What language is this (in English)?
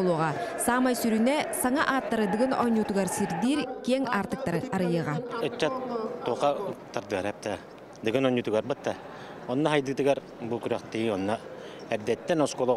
Yakut